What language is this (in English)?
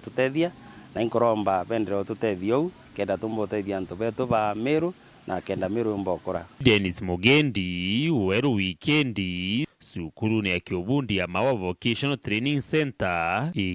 Meru